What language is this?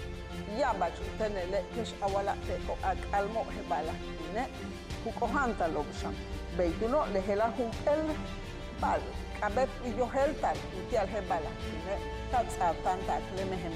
Yucateco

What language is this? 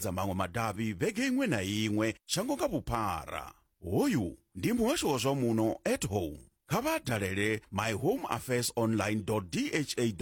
Venda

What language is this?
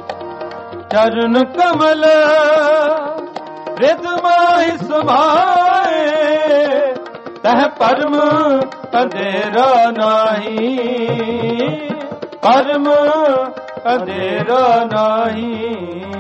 Punjabi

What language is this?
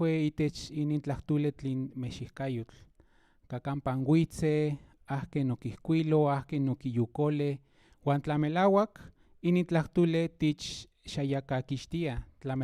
Central Nahuatl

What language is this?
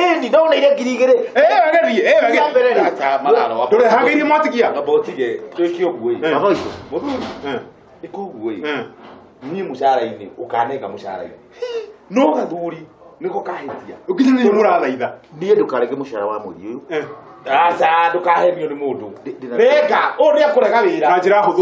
Kikuyu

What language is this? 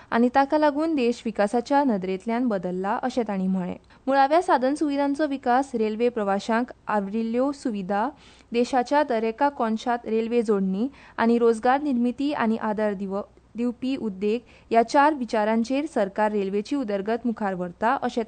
Konkani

